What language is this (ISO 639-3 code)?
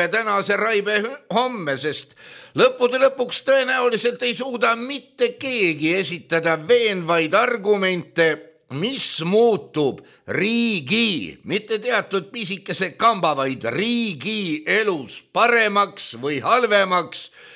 est